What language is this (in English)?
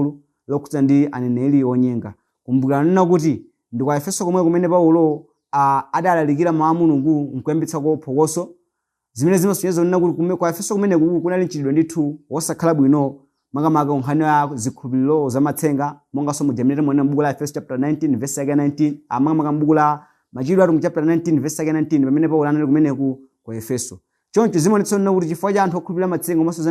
Nyanja